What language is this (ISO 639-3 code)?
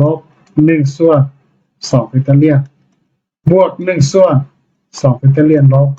lao